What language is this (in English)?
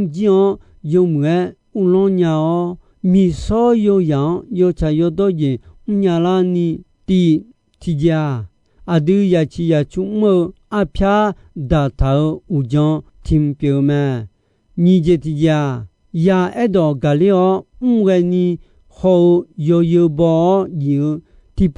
Akha